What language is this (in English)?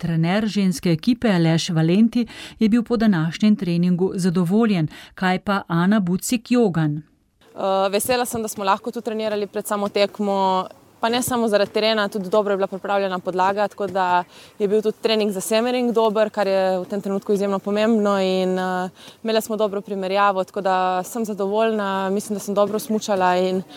Slovenian